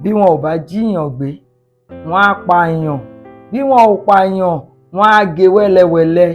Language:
Yoruba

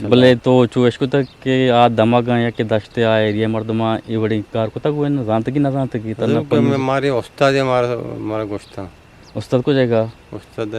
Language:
Eastern Balochi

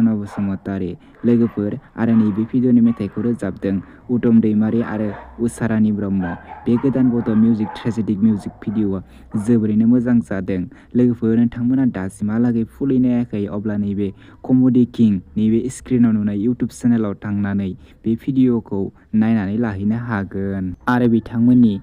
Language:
Bodo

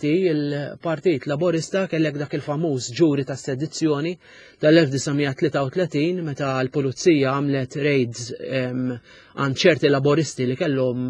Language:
Maltese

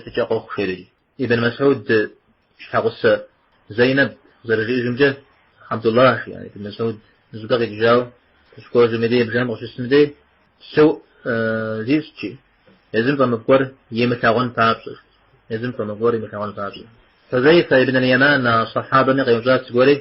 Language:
Kabardian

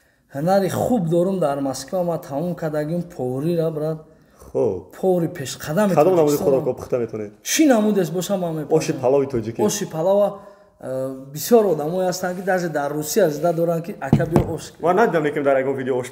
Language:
Tajik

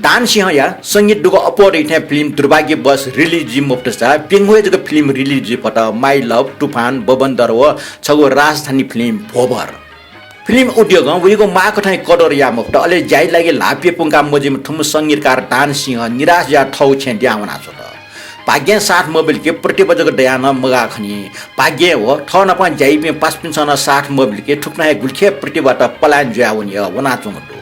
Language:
Newari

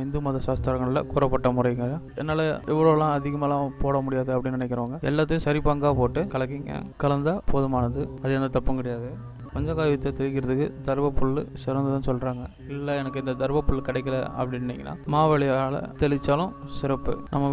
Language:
Tamil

